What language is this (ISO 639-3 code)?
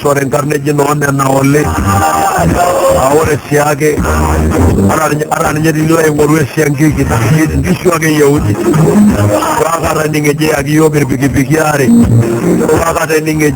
mas